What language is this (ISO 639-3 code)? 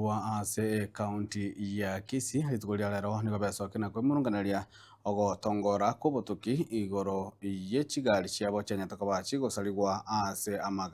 guz